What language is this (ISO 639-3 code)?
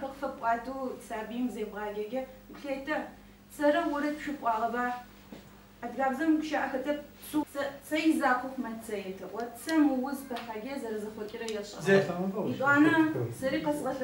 ady